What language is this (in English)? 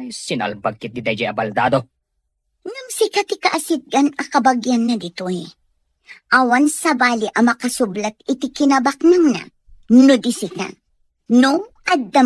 Iloko